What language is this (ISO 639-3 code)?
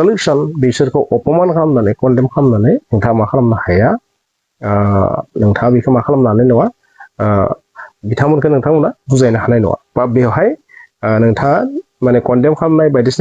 brx